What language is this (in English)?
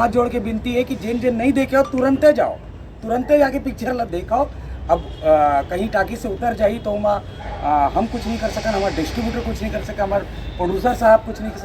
Chhattisgarhi